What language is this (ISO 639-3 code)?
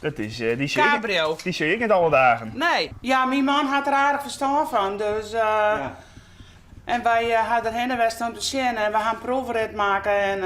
fry